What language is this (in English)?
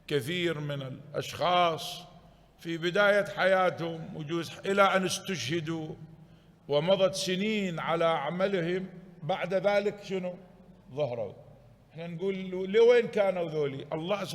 Mesopotamian Arabic